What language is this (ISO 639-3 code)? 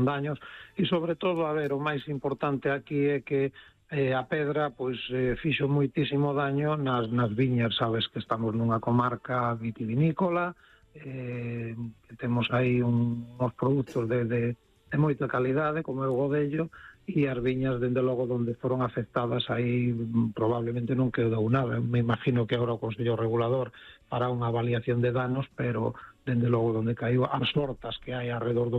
glg